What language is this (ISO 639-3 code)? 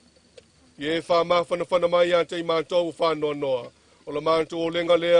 smo